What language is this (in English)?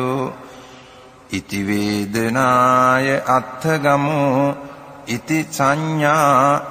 Pali